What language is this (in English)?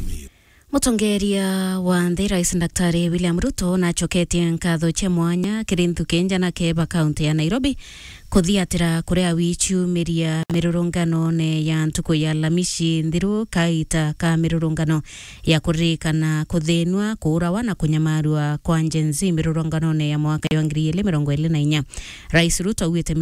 Meru